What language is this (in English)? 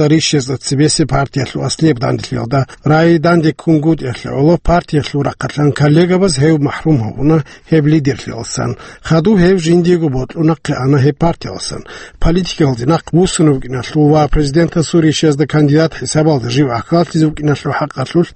Avaric